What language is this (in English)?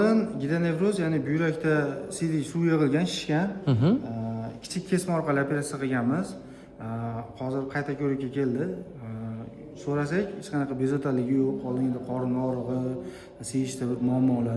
Uzbek